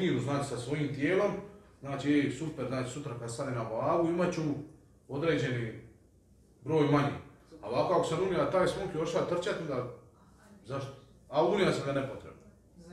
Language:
Croatian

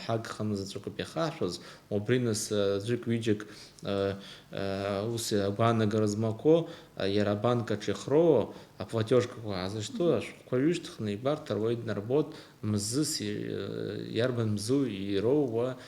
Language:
Abkhazian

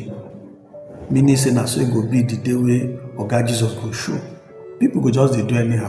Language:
Nigerian Pidgin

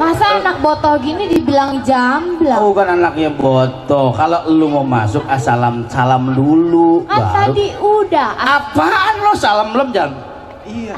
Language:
Betawi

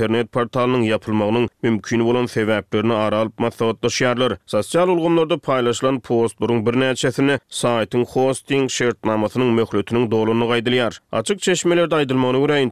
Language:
Turkmen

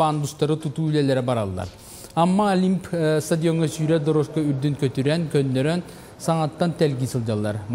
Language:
Yakut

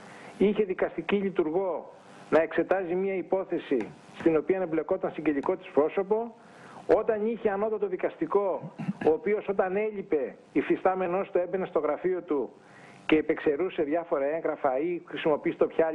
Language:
Greek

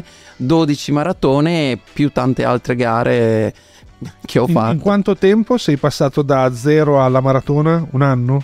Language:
Italian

